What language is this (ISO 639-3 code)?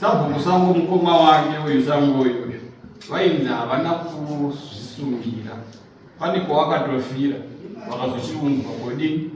sna